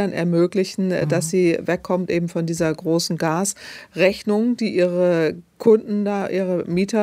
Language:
German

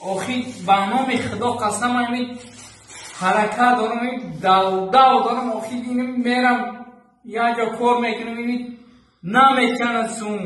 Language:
Tajik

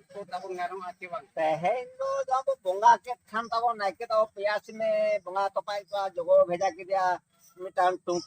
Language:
Santali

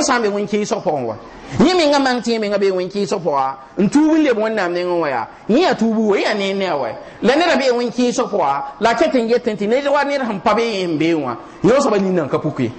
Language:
Mossi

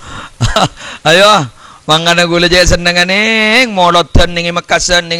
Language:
Madurese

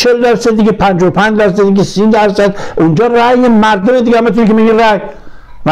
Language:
Persian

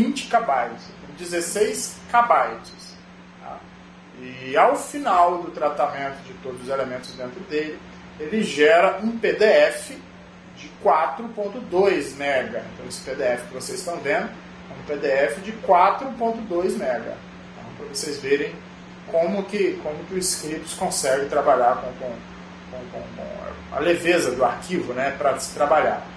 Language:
Portuguese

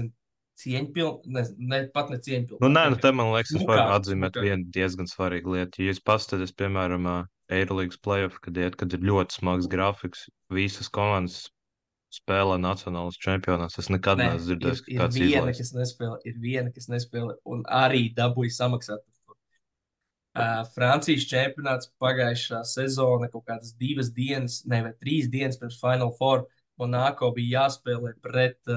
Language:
Latvian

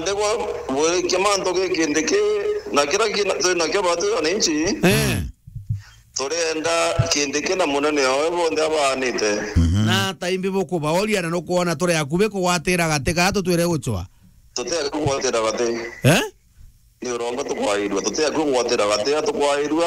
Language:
Meru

